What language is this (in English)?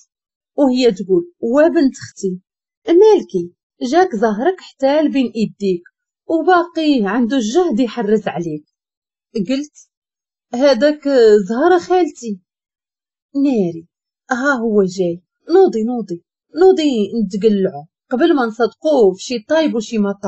Moroccan Arabic